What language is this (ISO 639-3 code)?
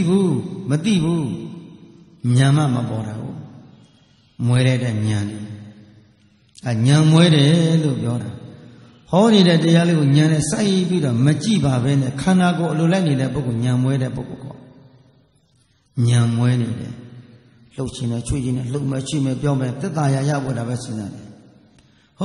mya